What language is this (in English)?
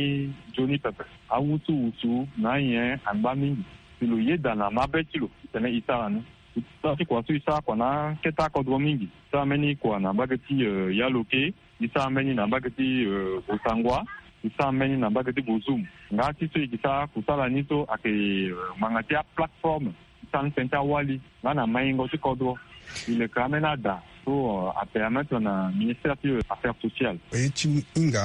Sango